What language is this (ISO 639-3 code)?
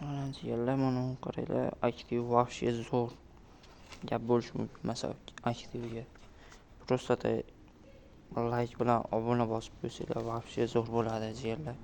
uzb